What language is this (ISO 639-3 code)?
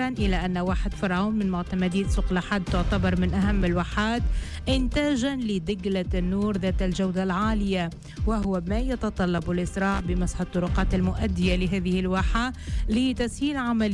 ara